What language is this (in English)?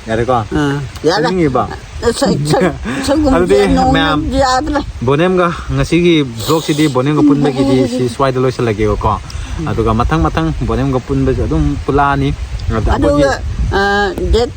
Manipuri